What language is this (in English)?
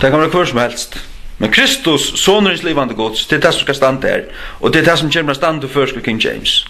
Faroese